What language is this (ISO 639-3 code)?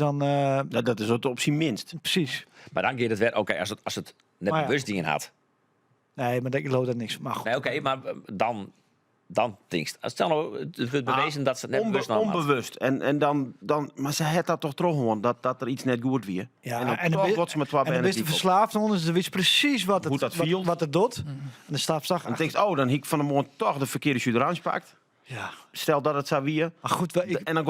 fry